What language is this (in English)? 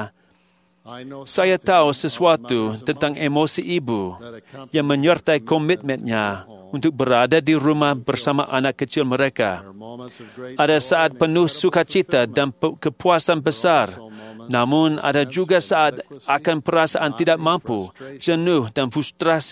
Indonesian